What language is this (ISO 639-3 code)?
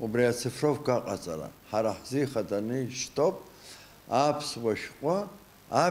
abk